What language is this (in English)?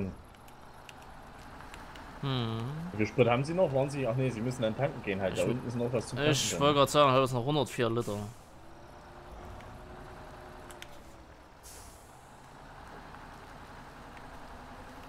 German